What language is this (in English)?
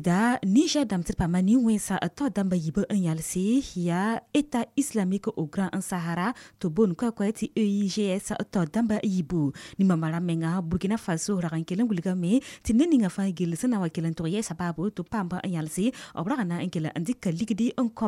Mossi